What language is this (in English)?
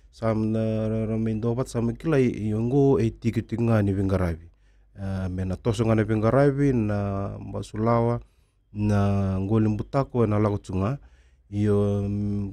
Fijian